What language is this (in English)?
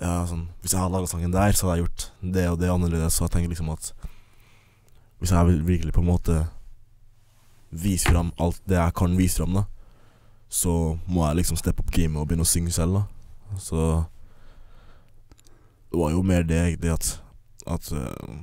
Norwegian